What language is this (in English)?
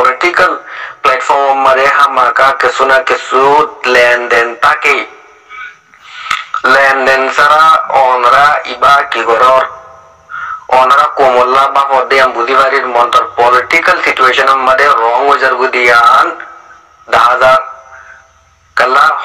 Rohingya